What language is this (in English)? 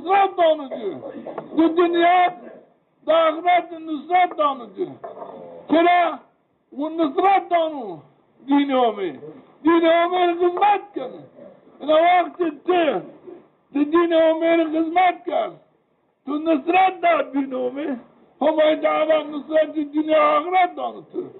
Zaza